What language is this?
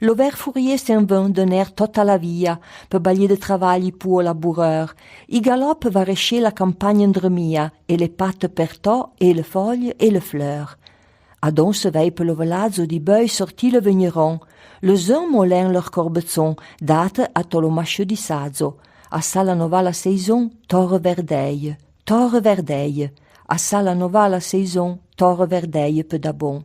Arpitan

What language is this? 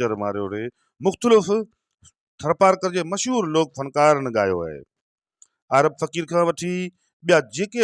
Sindhi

